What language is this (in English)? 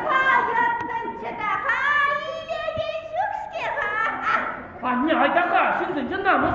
Chuvash